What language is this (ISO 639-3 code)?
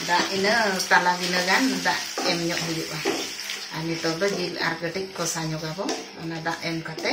sat